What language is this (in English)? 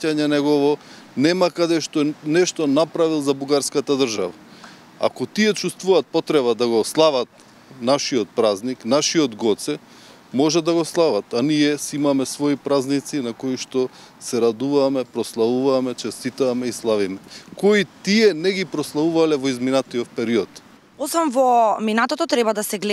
Macedonian